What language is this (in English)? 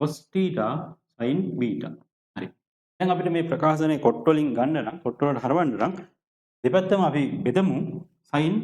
Sinhala